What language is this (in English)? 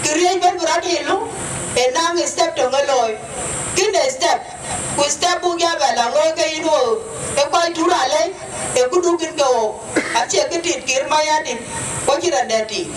Dinka